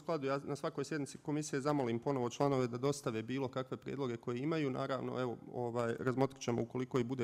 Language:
Bosnian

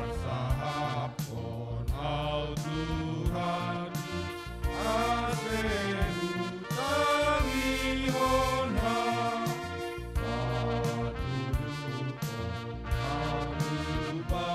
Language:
Batak Simalungun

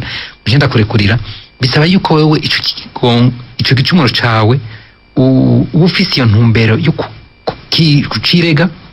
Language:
Rundi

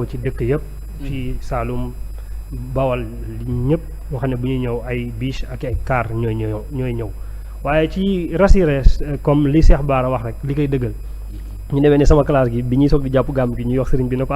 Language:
Wolof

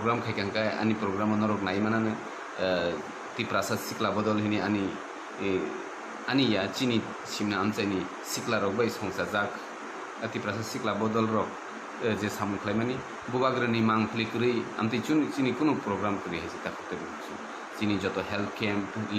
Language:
Kok Borok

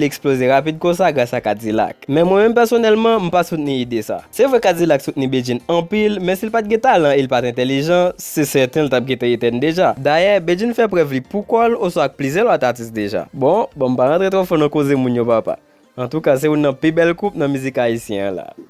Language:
Haitian Creole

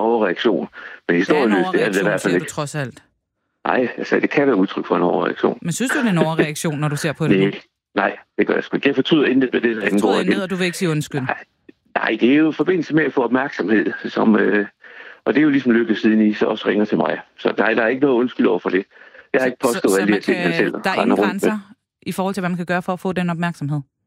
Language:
Danish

